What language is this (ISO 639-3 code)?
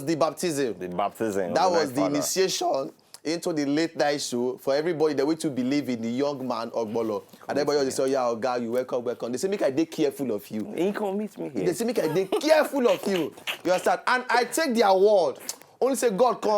pcm